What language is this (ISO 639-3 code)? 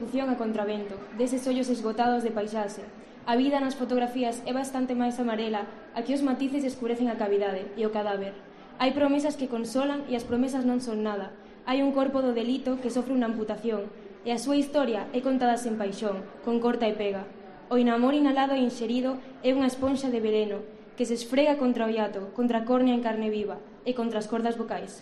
glg